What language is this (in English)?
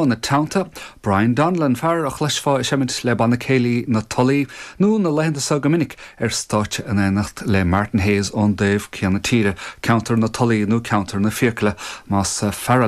Irish